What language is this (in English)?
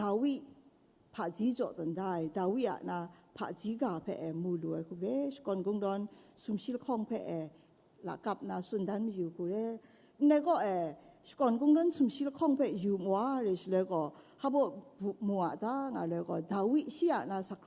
Kachin